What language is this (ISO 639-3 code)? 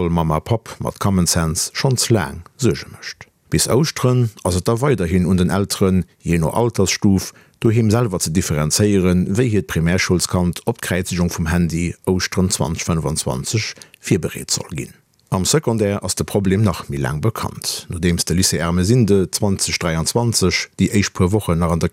ltz